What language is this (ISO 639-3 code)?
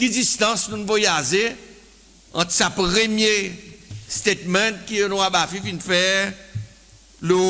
crs